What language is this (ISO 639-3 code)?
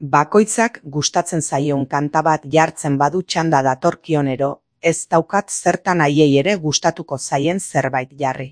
eus